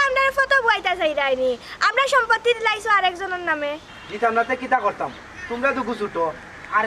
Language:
Sylheti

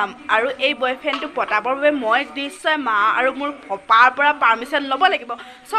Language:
Assamese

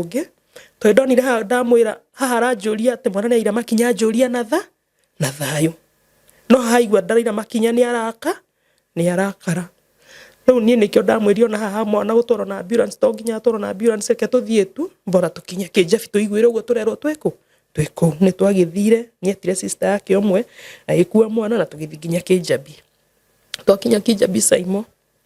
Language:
Kikuyu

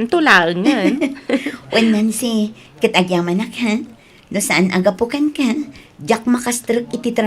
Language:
Iloko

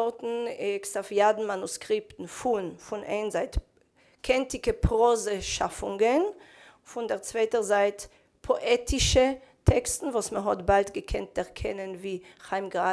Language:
Yiddish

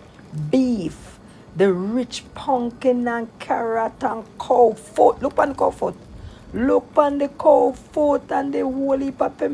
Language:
Jamaican Creole English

